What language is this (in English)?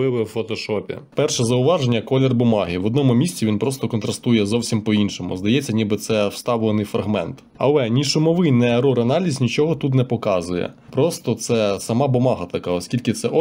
Ukrainian